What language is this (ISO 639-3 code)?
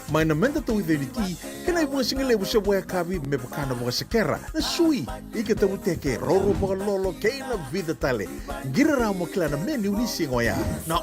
fij